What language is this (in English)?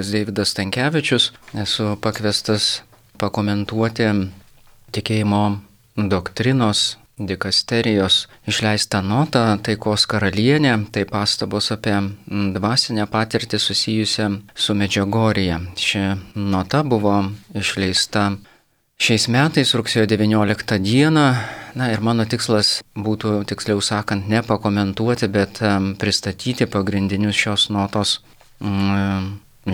Lithuanian